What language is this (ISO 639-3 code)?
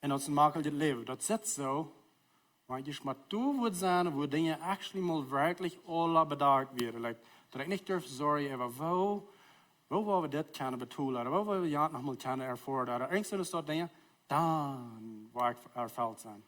pdt